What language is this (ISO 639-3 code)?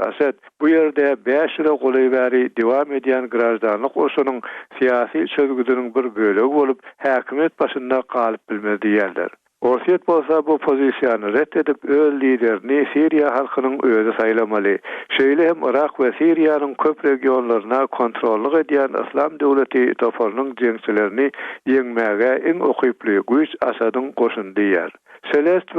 tuk